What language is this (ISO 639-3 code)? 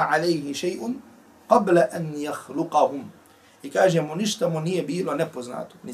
bos